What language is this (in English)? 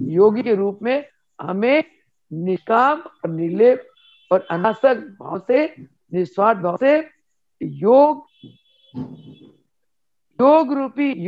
Hindi